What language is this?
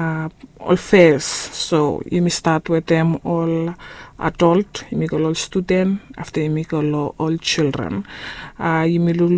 Bislama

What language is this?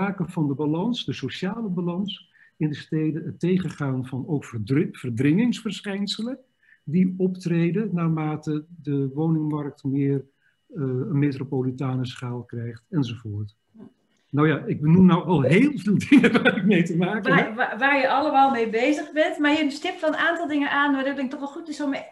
Dutch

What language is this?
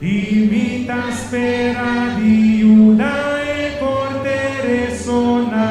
Papiamento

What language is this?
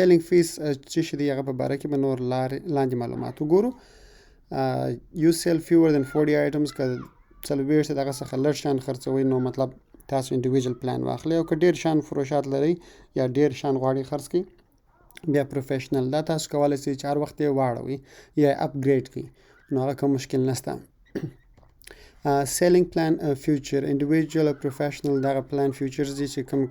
Pashto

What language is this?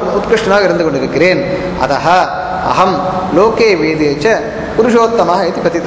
Tamil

